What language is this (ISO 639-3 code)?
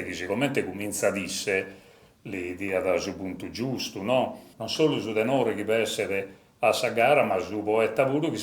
srd